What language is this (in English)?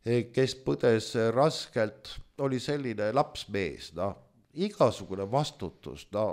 Estonian